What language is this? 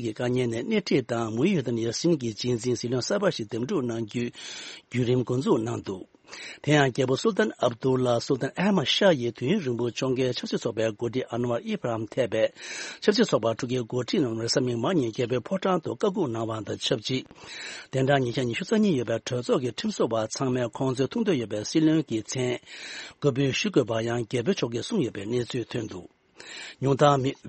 Tibetan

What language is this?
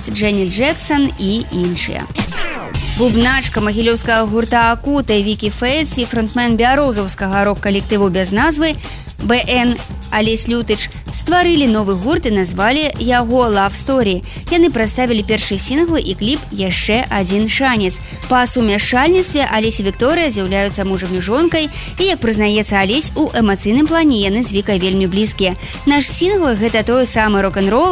Belarusian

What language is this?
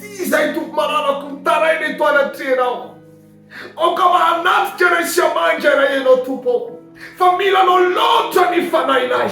Malagasy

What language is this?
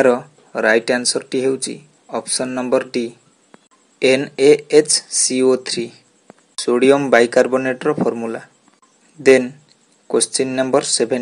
Odia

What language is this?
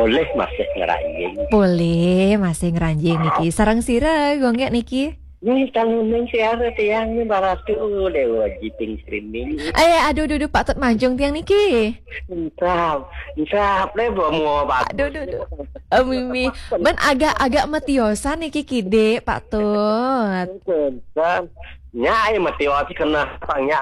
Balinese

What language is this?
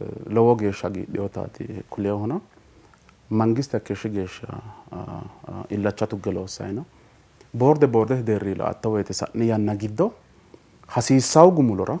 Sidamo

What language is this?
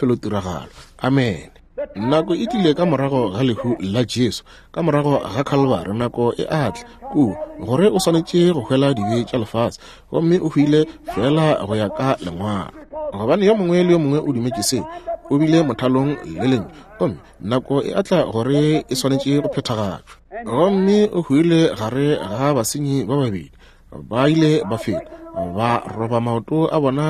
Northern Sotho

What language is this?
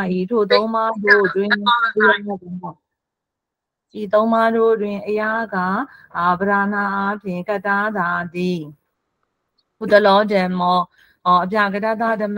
Burmese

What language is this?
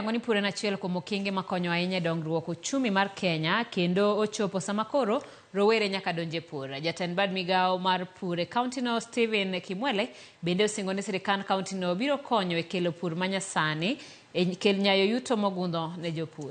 Luo (Kenya and Tanzania)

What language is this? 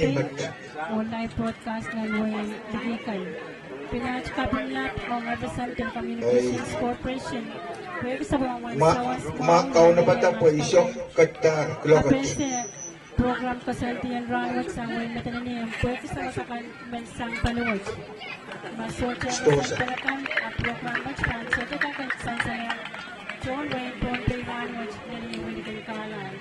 Pohnpeian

